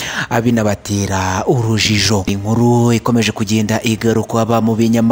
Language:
Kinyarwanda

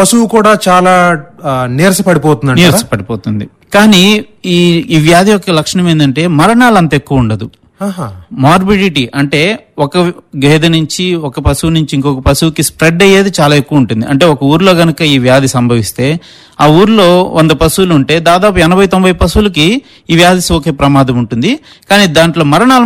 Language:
Telugu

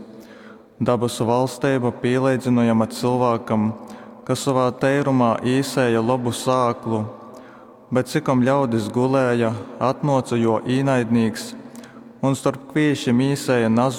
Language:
Latgalian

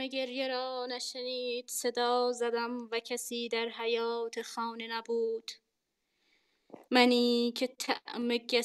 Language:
Persian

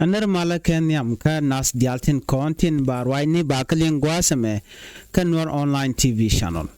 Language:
Nuer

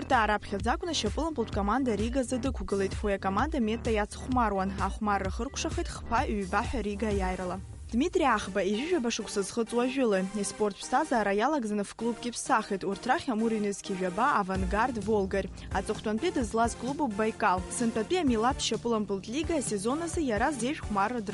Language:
Abkhazian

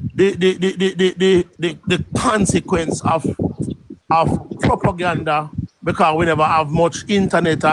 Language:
Jamaican Creole English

